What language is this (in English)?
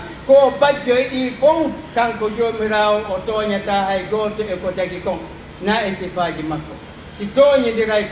Pular